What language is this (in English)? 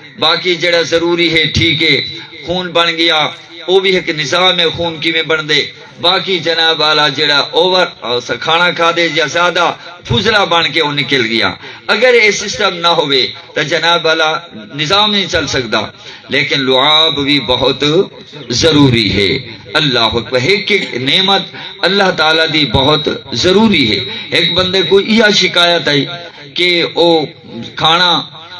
Saraiki